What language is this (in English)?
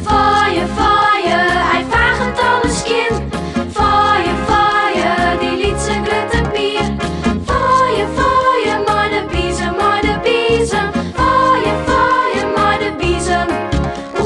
Western Frisian